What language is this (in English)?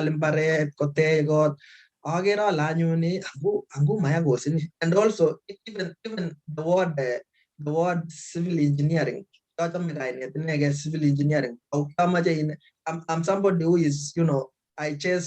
Kalenjin